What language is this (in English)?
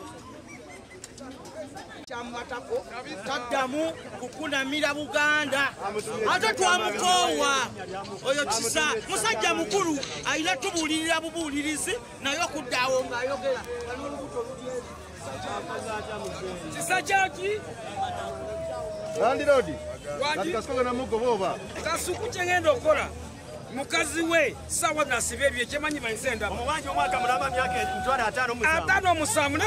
Ganda